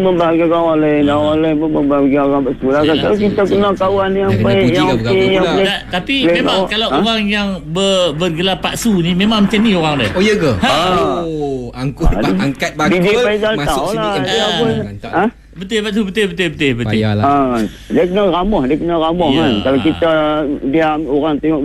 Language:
Malay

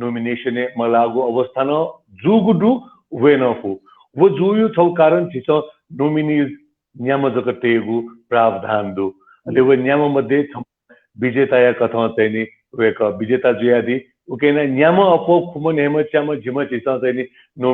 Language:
Newari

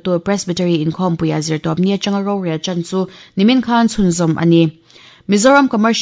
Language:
Mizo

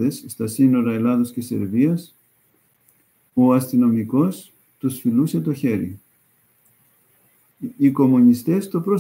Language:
Greek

